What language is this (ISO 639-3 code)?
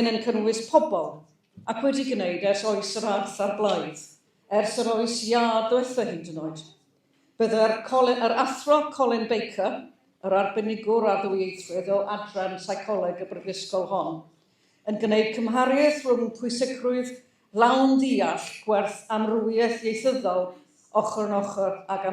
cym